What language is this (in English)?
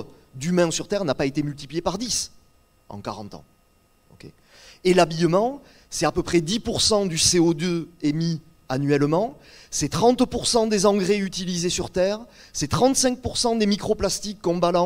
French